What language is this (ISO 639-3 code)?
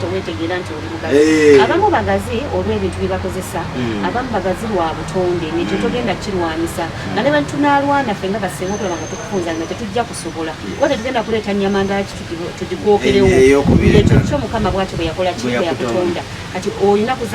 lug